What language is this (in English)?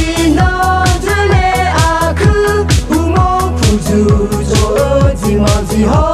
Akha